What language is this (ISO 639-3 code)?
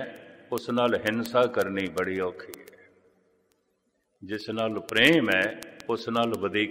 pan